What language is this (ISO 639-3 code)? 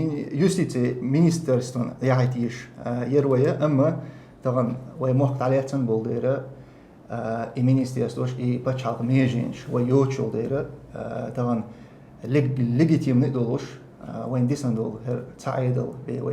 che